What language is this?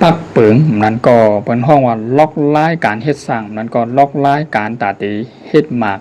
Shan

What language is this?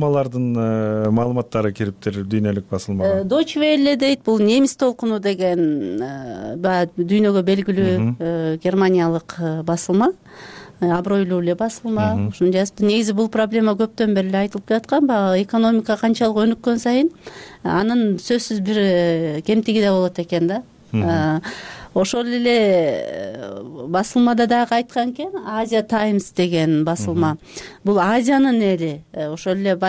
Kyrgyz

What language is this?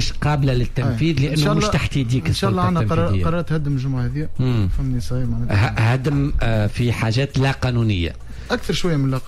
Tunisian Arabic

